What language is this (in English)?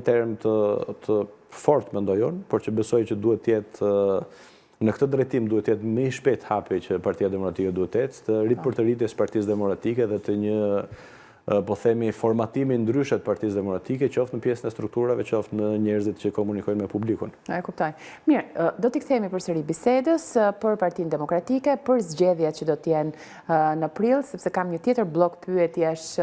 Albanian